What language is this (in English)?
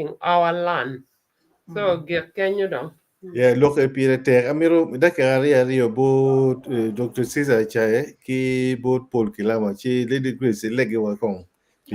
Acoli